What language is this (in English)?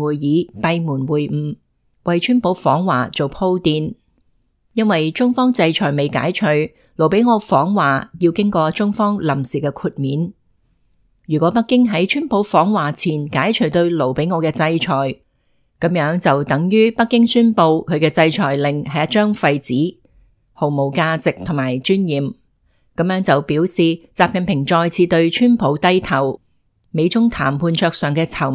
Cantonese